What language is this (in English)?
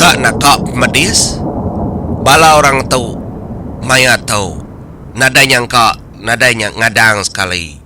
Iban